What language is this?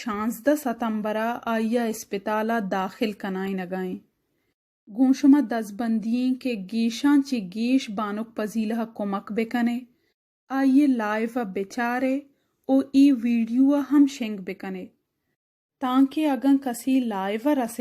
Baluchi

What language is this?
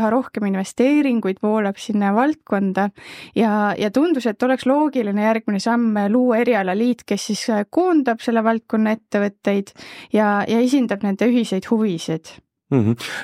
Estonian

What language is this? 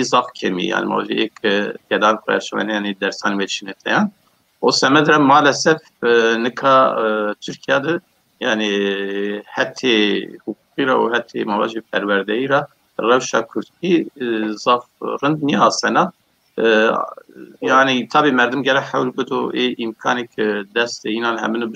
Zaza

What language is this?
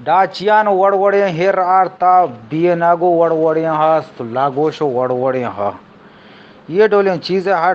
Eastern Balochi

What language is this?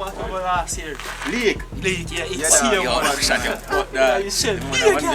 Jamaican Creole English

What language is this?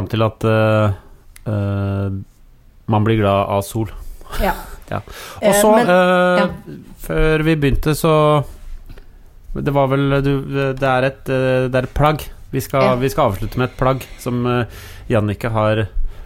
Norwegian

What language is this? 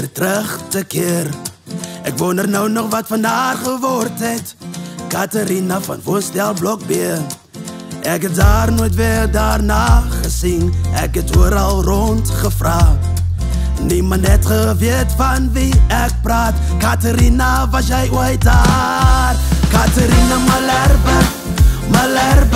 Afrikaans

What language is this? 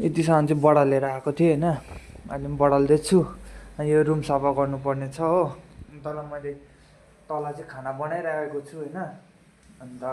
Nepali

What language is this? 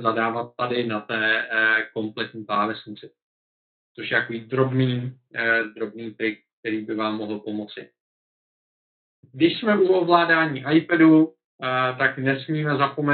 Czech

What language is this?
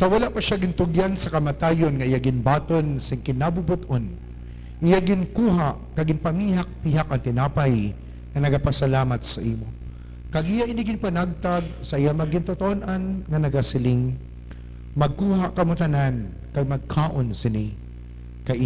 Hiligaynon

